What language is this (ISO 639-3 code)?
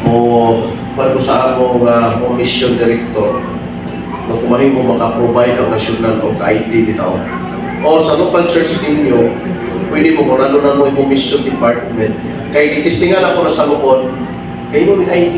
ceb